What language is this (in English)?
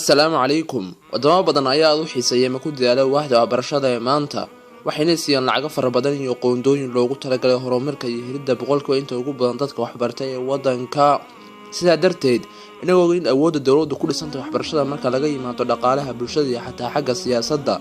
Somali